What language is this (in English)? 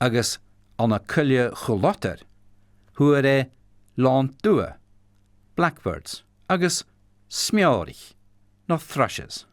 Scottish Gaelic